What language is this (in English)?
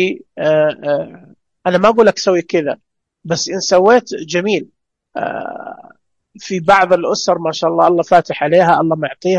Najdi Arabic